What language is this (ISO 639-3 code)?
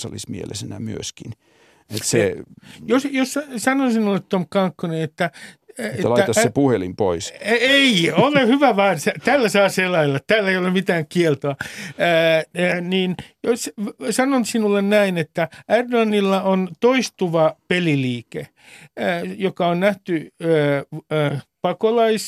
fin